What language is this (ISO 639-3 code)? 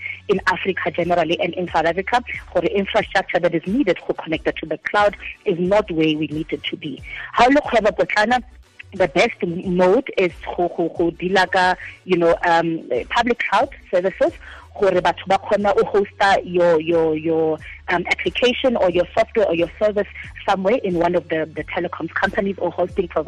tsn